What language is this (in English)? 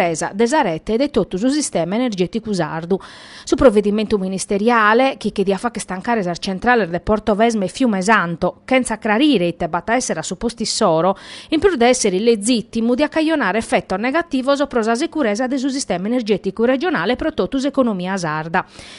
Sardinian